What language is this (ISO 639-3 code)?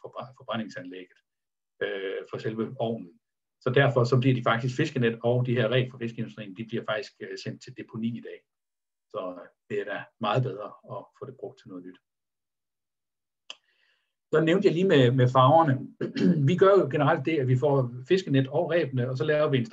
dan